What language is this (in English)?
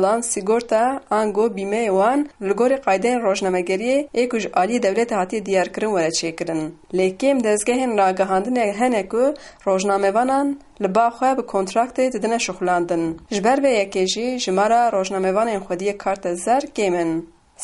Kurdish